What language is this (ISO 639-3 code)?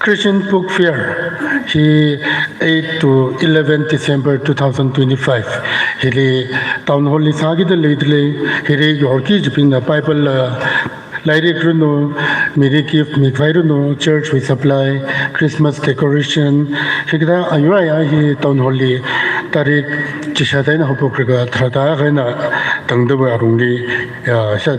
nmf